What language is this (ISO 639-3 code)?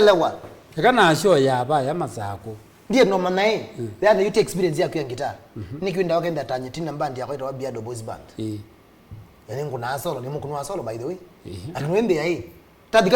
kam